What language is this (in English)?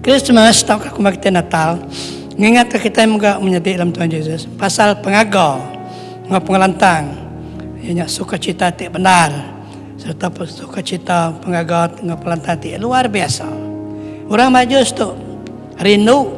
Iban